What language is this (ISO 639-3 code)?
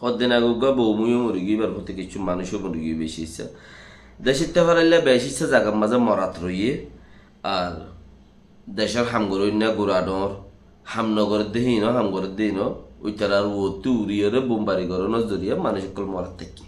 rhg